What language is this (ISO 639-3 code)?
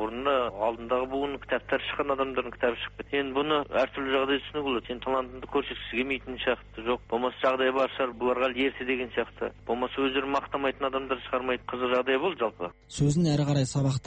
kaz